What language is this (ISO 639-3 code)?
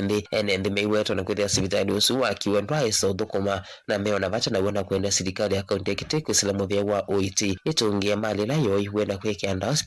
kam